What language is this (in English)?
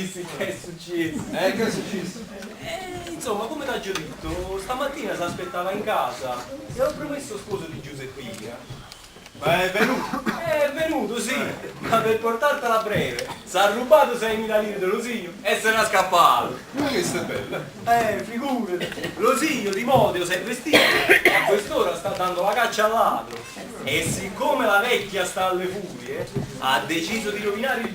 Neapolitan